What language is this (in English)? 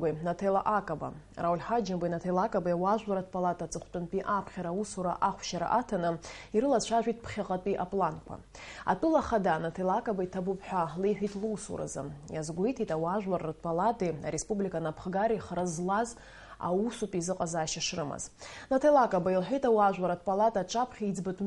Abkhazian